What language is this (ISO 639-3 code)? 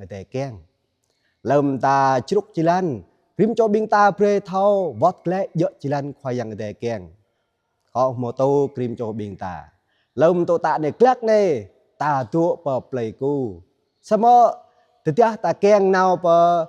jra